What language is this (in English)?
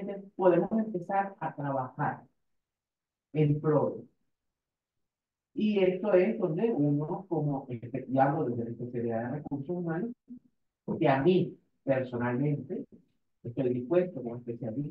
Spanish